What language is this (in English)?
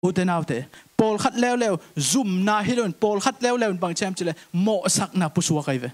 Tedim Chin